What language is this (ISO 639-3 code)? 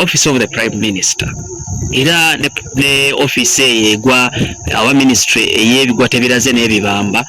lug